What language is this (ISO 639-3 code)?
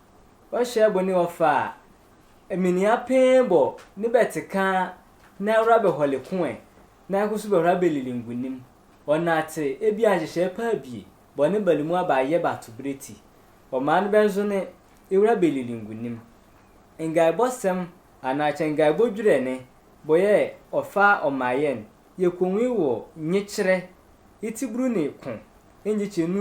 sfw